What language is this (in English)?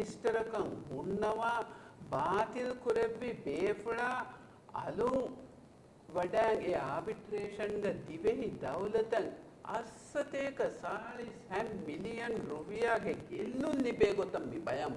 Divehi